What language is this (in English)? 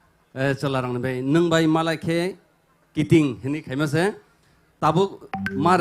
Kok Borok